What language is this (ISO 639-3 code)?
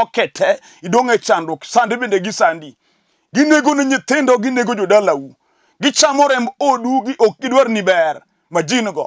luo